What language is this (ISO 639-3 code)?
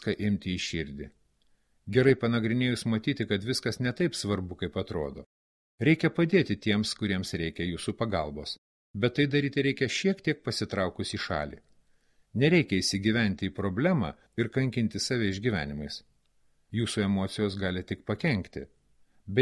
lit